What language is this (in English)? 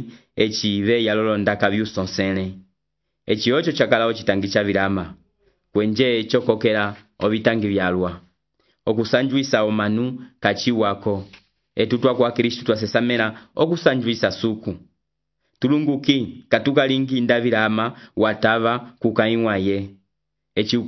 Umbundu